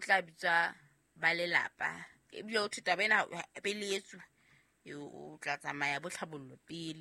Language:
Southern Sotho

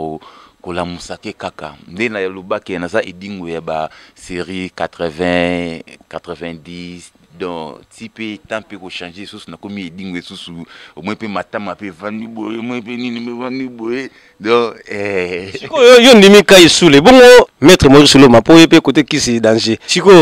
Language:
Lingala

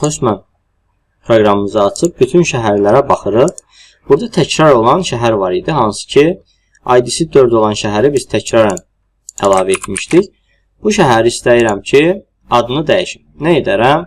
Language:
Azerbaijani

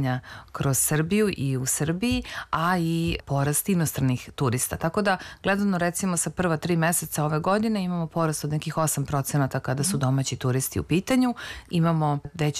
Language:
Serbian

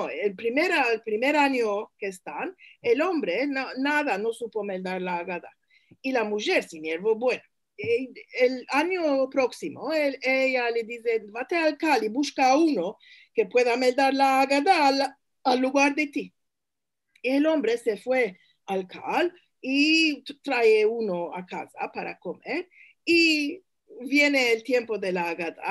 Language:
Ladino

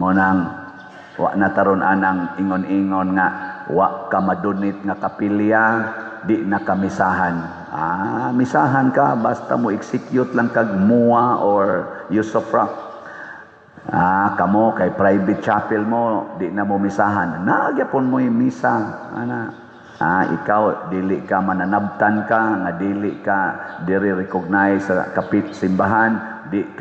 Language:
Cebuano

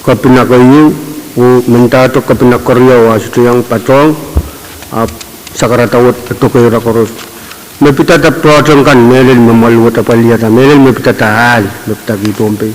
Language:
Pohnpeian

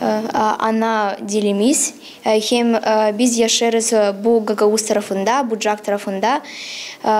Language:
Gagauz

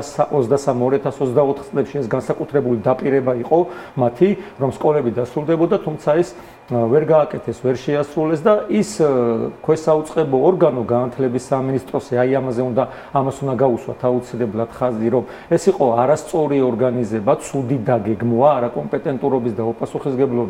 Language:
Georgian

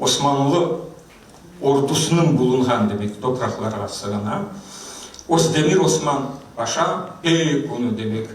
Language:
Crimean Tatar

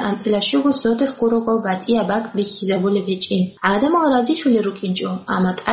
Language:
Avaric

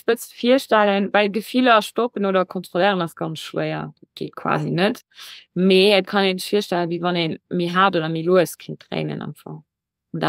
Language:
Luxembourgish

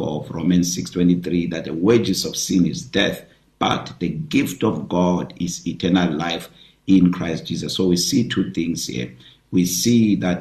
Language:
English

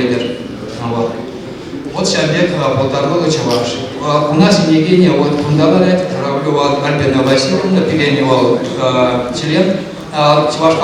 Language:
Chuvash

